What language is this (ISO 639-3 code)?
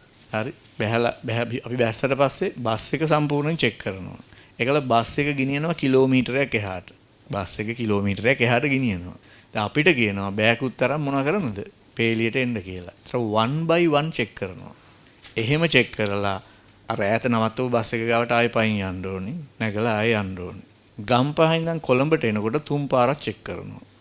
sin